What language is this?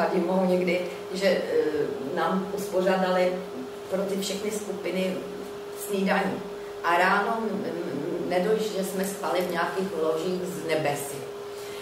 Czech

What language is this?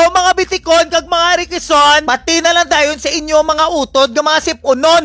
Hiligaynon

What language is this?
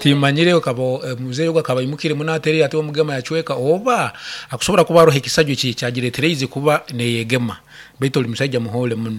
Nyankole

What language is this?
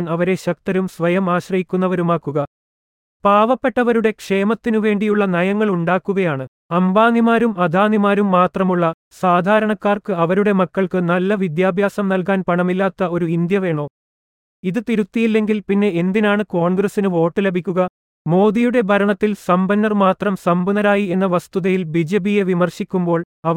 Malayalam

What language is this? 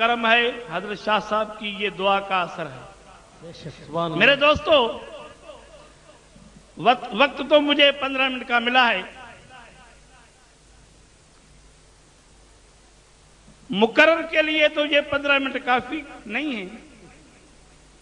Urdu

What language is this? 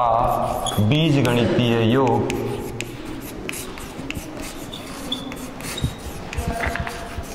Hindi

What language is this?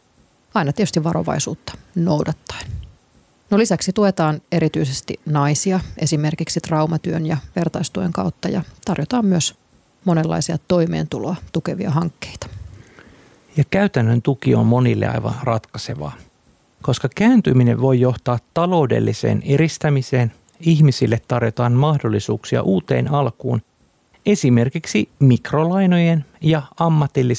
Finnish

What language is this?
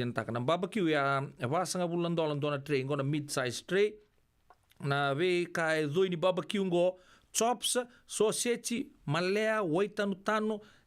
Fijian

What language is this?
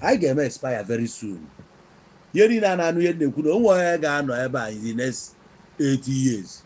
Igbo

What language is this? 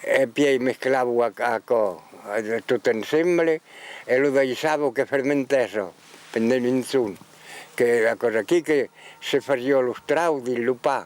Occitan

